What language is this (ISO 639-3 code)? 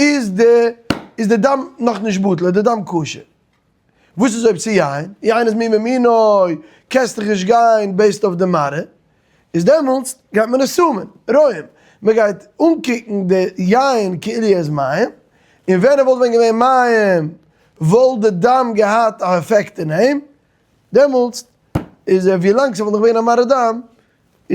yid